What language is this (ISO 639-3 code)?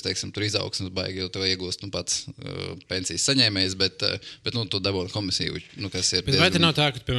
lav